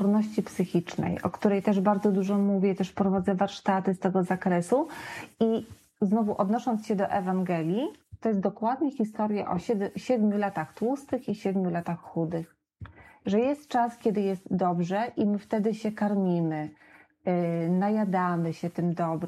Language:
Polish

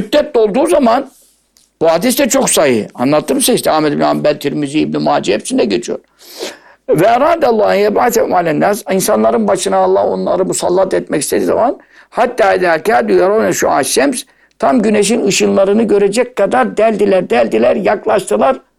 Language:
Turkish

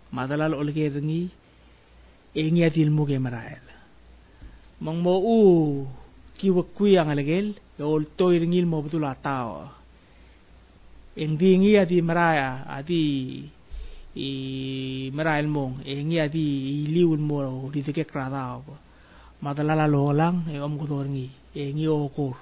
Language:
Palauan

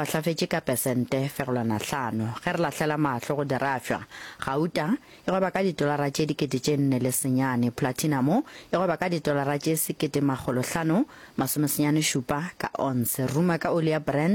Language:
Northern Sotho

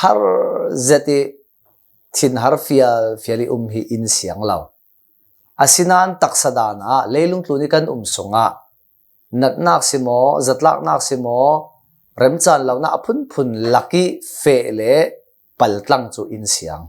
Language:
Hakha Chin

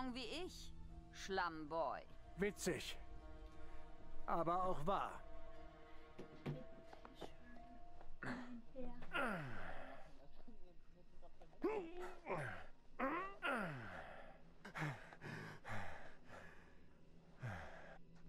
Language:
German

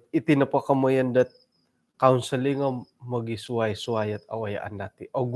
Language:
Central Dusun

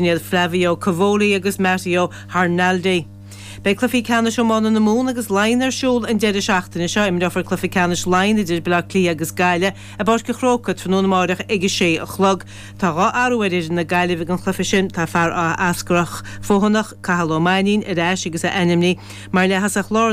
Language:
Irish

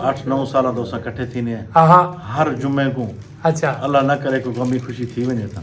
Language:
Saraiki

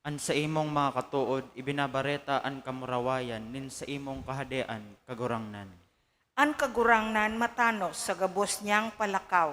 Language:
Bikol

